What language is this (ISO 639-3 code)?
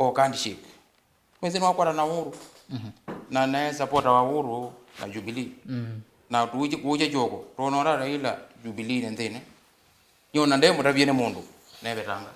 kam